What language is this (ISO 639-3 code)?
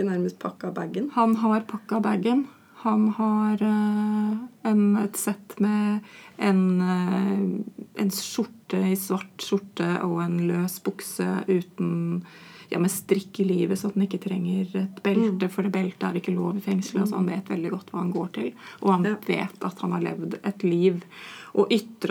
nor